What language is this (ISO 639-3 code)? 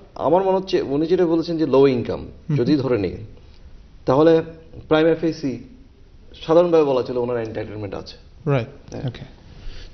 ben